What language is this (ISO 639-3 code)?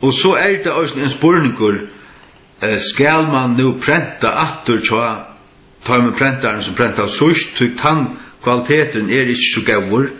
fao